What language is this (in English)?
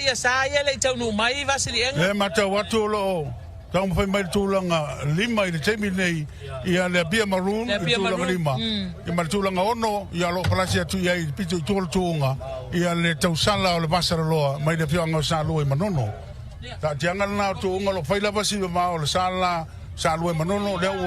Samoan